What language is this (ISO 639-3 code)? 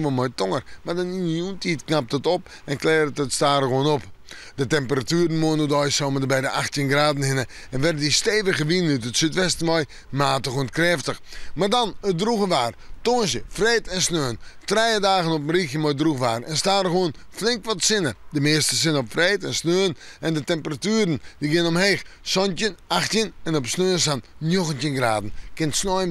fry